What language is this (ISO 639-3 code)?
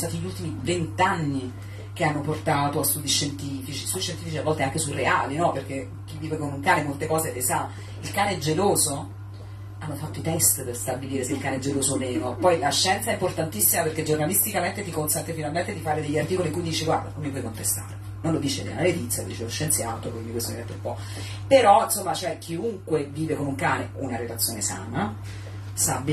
ita